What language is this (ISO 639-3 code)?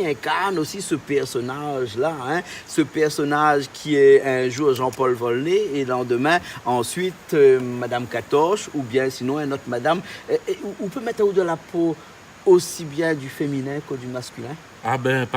rcf